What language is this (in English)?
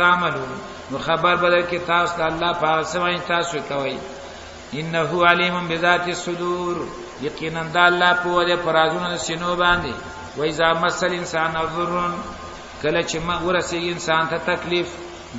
Pashto